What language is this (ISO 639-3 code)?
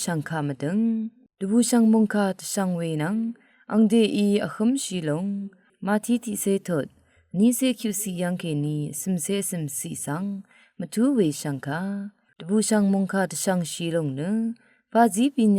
raw